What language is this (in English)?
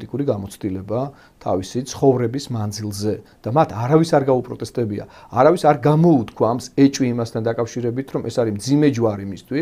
Georgian